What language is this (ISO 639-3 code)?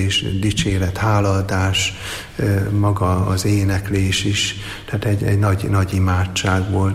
hun